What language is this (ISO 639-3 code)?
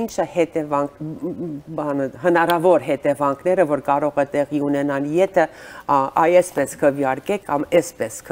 hye